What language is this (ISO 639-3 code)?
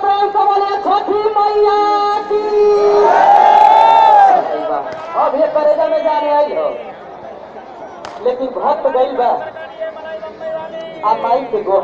bho